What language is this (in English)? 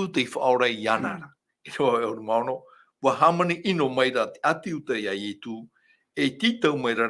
Tahitian